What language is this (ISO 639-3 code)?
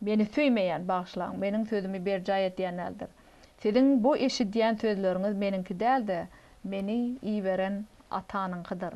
tuk